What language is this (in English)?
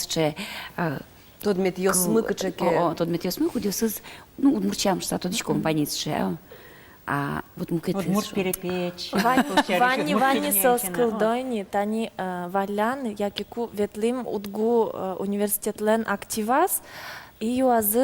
Udmurt